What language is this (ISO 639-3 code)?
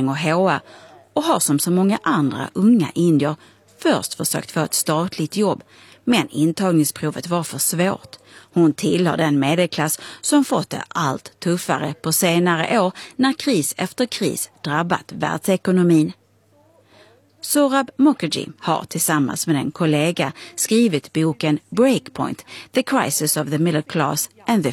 swe